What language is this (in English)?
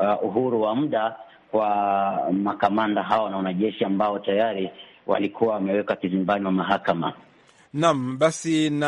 Swahili